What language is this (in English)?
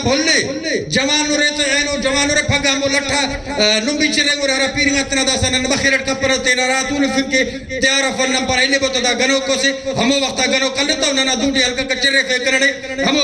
Brahui